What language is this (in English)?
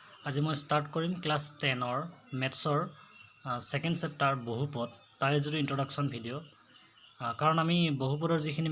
Assamese